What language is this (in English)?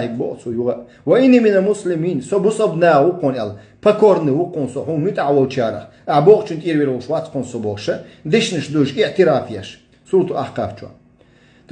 Chechen